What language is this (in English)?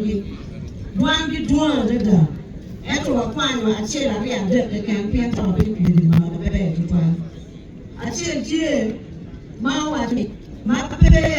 Acoli